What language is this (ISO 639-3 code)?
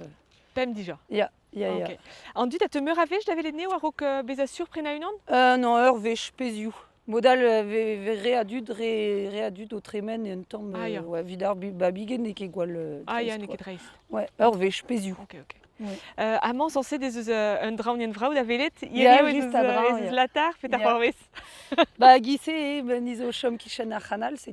bre